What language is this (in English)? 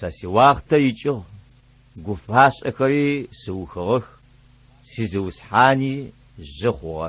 Adyghe